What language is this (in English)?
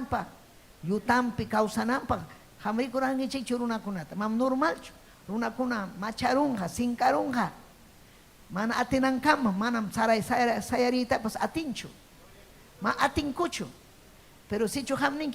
Ayacucho Quechua